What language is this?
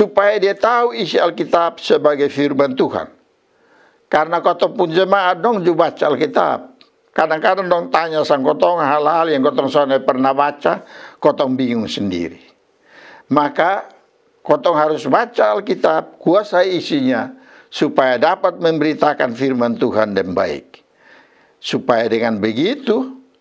Kupang Malay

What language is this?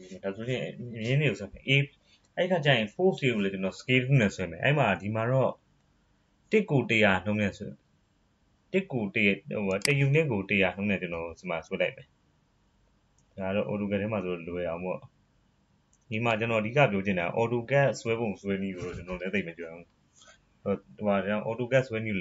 Burmese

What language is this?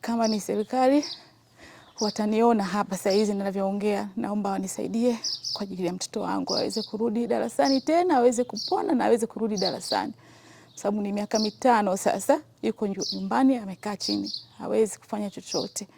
Swahili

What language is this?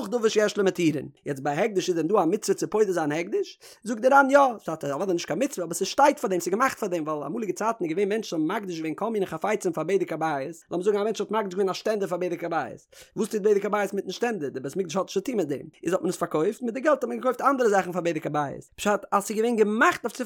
Yiddish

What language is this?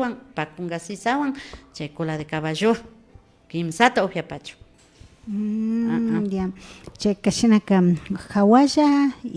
Imbabura Highland Quichua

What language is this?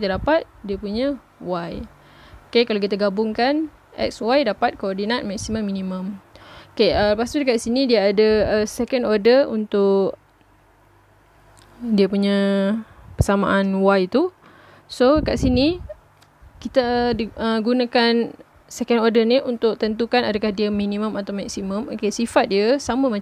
Malay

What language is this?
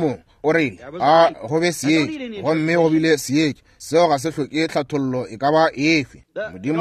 Northern Sotho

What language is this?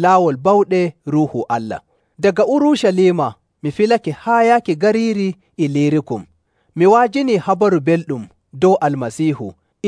Nigerian Fulfulde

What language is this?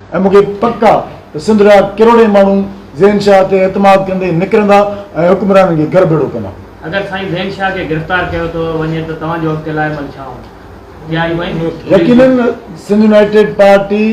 Sindhi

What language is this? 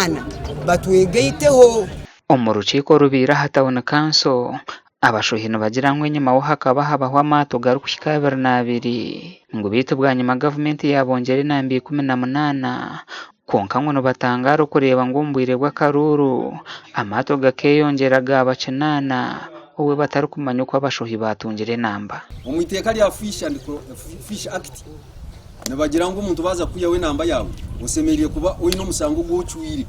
Nyankole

